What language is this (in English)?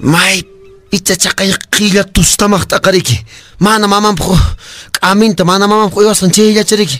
Quechua